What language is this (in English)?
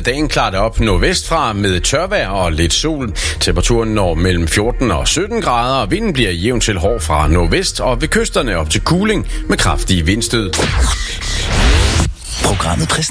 Danish